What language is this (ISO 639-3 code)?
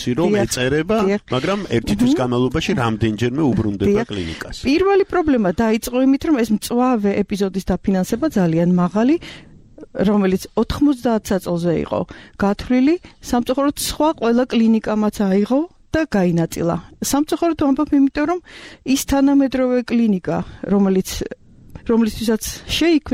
kat